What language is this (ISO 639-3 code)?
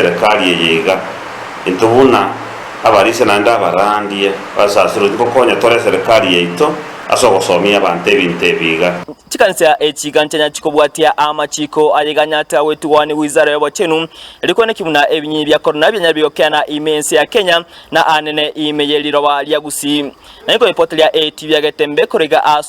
guz